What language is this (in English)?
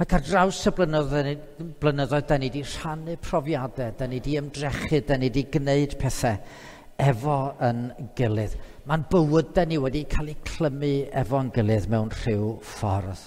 Welsh